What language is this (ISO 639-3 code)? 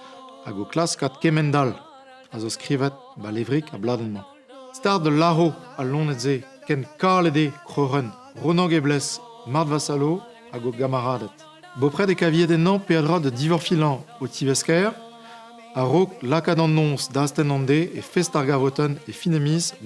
bre